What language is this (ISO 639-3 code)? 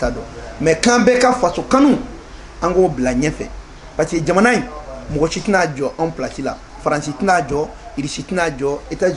bam